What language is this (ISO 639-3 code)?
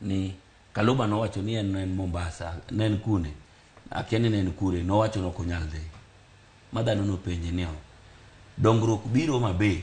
luo